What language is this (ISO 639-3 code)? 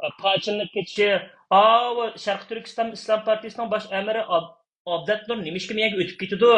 uig